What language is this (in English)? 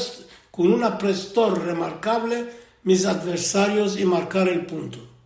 Ladino